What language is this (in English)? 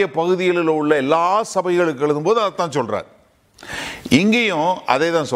Tamil